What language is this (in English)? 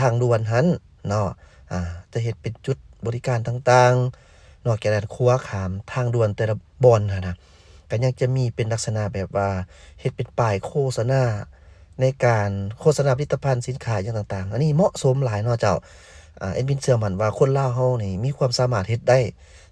Lao